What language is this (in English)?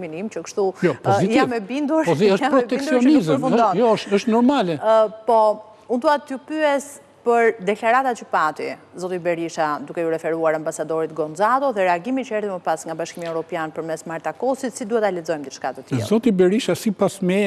Albanian